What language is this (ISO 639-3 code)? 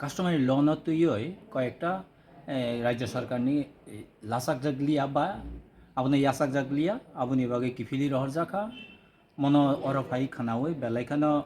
trp